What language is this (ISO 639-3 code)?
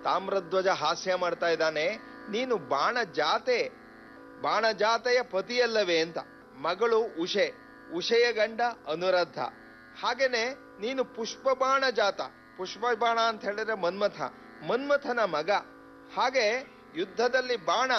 kan